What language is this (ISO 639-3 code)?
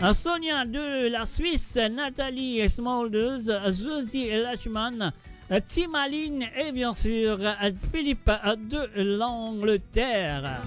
mfe